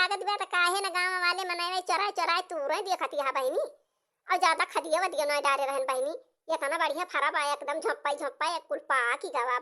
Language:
Awadhi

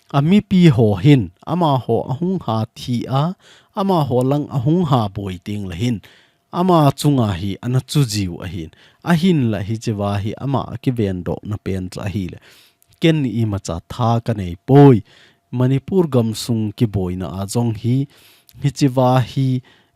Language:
Thado Chin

